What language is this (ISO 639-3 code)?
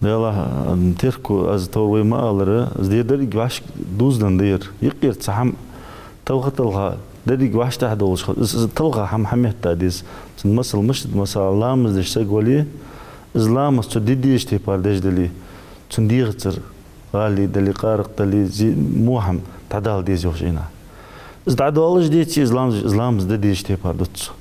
inh